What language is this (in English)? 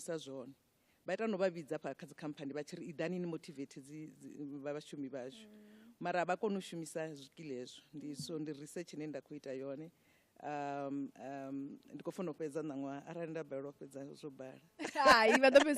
Venda